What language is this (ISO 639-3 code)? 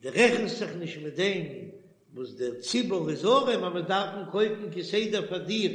yid